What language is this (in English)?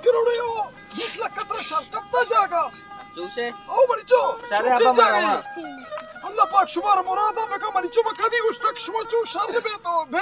Baluchi